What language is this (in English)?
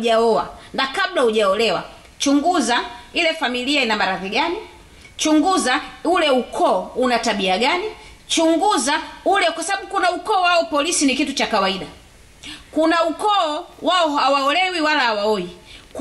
Swahili